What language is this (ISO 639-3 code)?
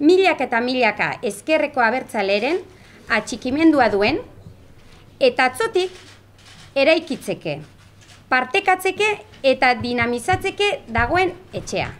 eus